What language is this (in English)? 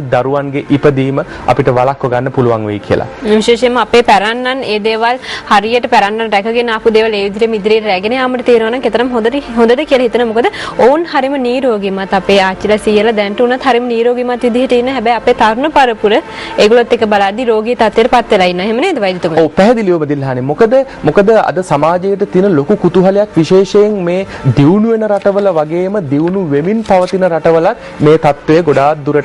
Sinhala